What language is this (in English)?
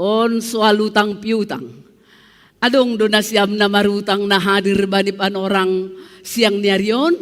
Batak Simalungun